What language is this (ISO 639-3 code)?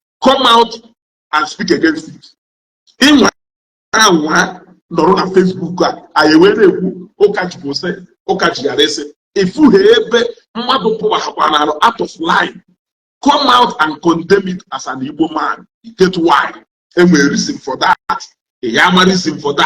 ibo